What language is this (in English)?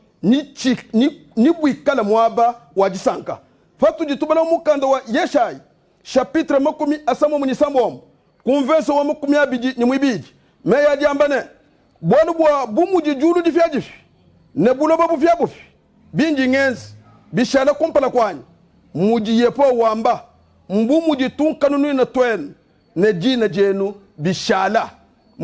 Luba-Lulua